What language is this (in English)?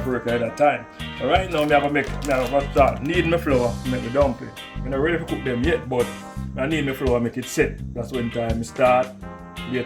Jamaican Creole English